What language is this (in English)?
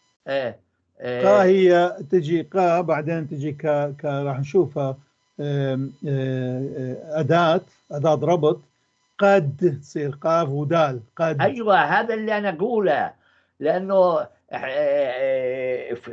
North Levantine Arabic